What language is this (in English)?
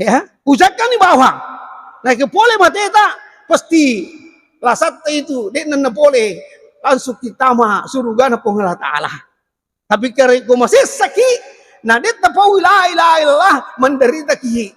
Buginese